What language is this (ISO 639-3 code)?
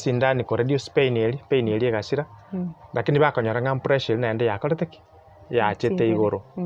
guz